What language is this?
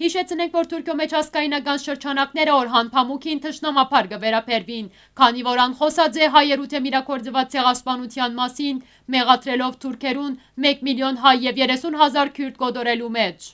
Western Armenian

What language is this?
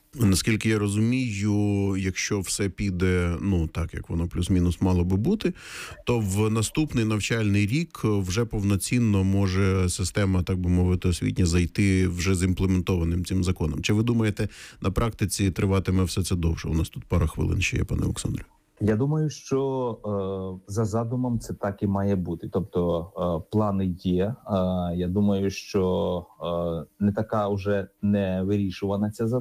Ukrainian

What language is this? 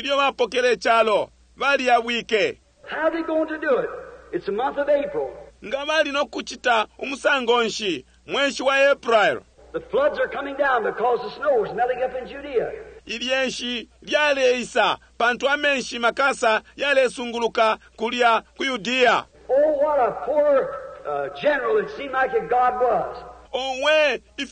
Bemba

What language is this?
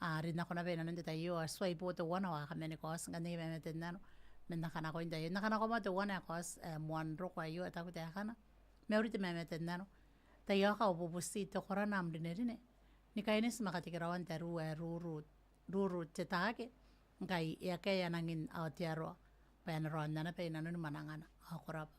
Gilbertese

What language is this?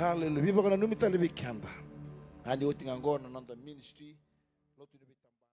Fijian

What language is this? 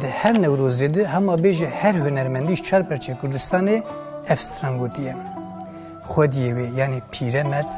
Kurdish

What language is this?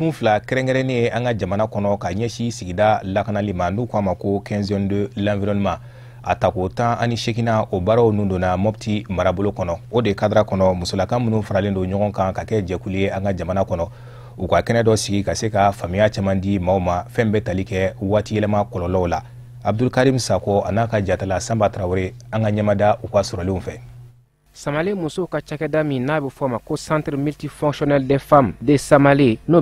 Bambara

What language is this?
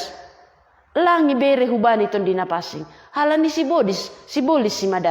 Batak Simalungun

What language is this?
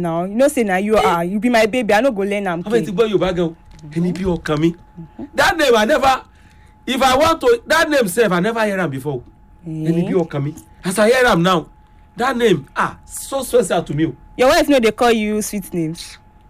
Nigerian Pidgin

